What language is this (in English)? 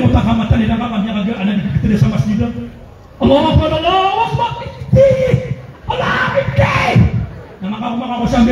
Maranao